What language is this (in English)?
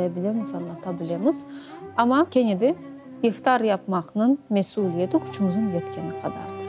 Crimean Tatar